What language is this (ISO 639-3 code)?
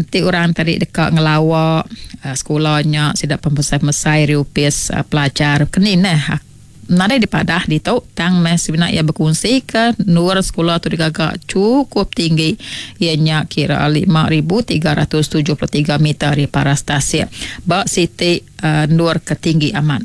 iba